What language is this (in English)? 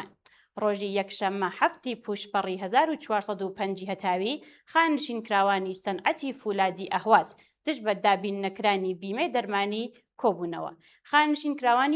Central Kurdish